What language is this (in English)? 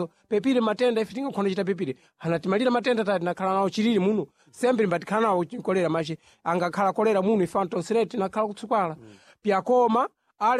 Sena